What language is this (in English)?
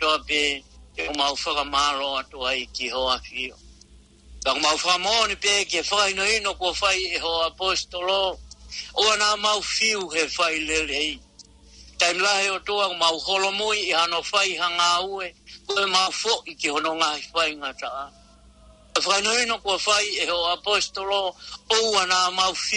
Tongan